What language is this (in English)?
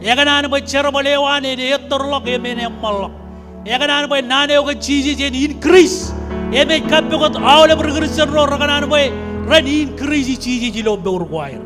Marshallese